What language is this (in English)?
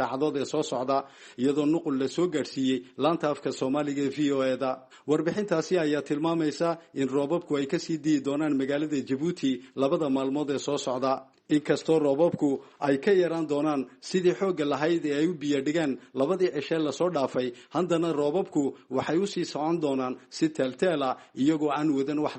Somali